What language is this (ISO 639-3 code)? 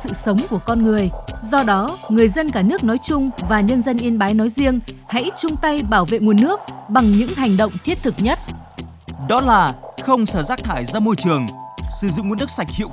vie